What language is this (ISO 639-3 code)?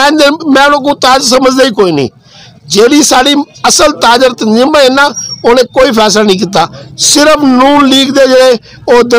skr